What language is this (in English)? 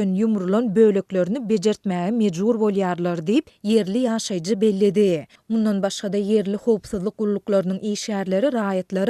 Turkmen